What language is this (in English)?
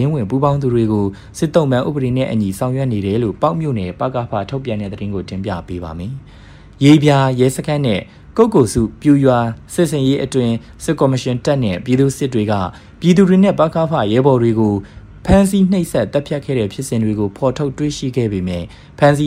Burmese